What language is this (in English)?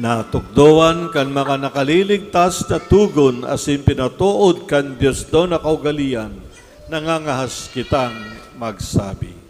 Bikol